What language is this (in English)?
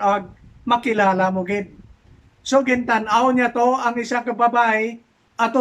Hiligaynon